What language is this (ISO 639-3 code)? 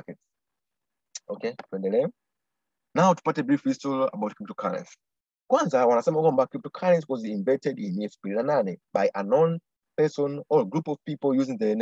swa